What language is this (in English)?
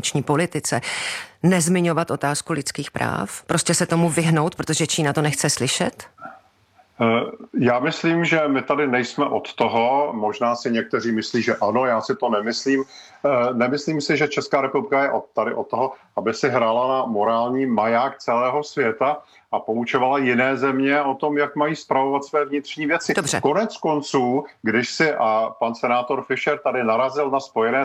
Czech